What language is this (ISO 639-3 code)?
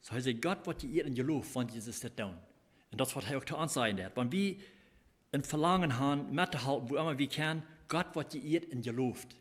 pdt